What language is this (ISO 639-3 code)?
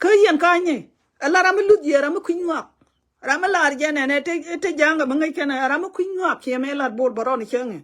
nus